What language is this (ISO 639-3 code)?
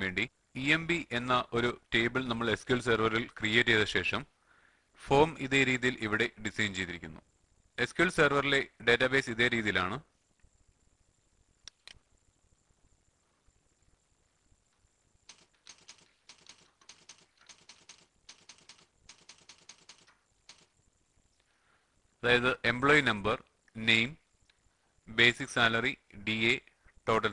mal